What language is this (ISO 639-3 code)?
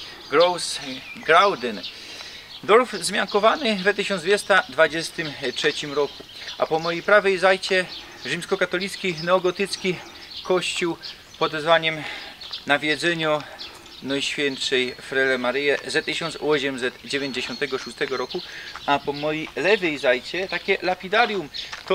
szl